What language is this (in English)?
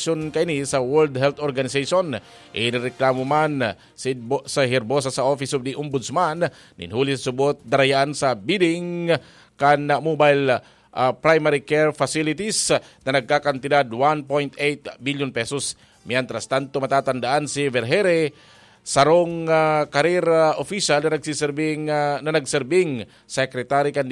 Bikol